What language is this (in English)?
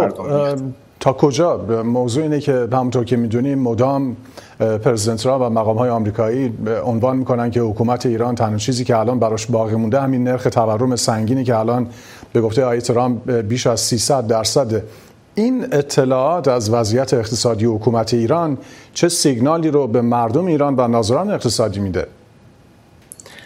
Persian